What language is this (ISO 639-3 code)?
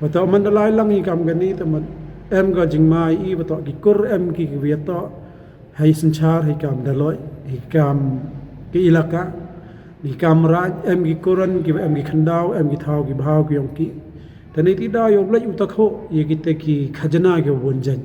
pbv